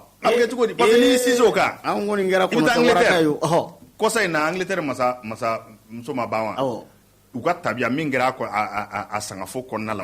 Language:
Bambara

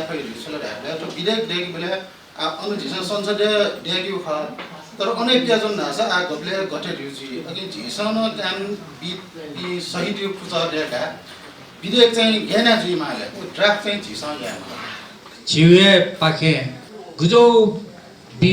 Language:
Newari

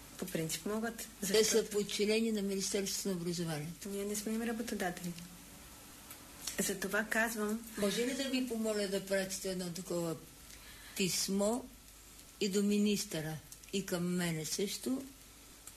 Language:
Bulgarian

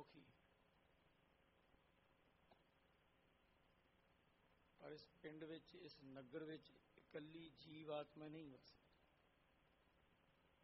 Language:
Punjabi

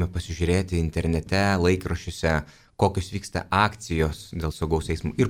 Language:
Lithuanian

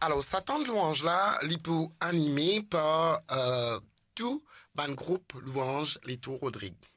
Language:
Morisyen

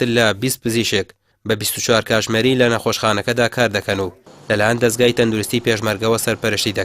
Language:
Central Kurdish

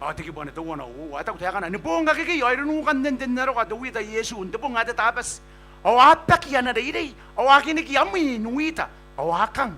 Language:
Gilbertese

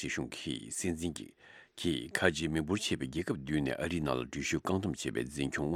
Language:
Tibetan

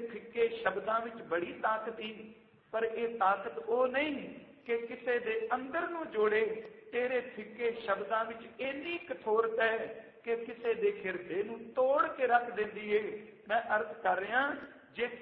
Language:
Punjabi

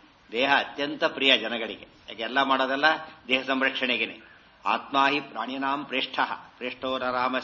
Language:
Kannada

